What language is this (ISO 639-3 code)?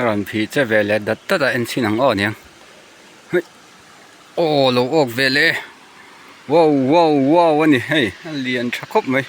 lus